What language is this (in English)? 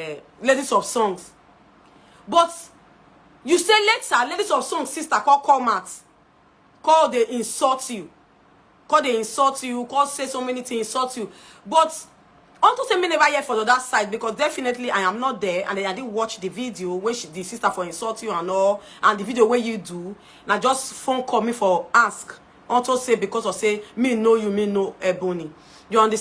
Nigerian Pidgin